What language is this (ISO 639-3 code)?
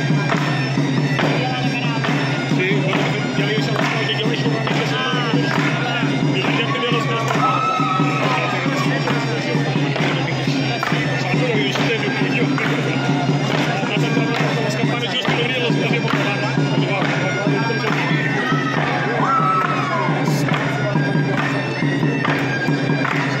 cat